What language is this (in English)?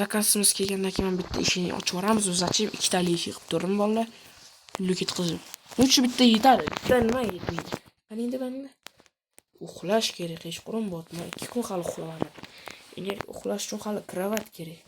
Uzbek